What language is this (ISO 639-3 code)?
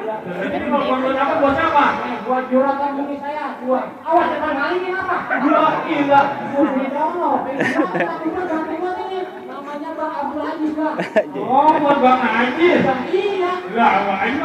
bew